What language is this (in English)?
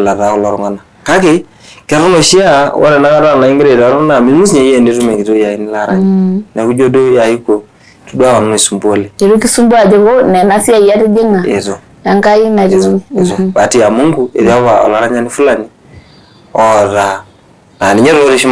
Masai